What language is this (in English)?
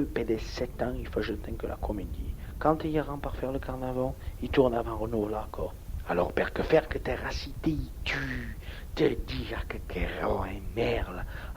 Occitan